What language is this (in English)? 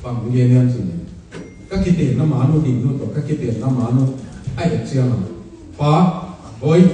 Tedim Chin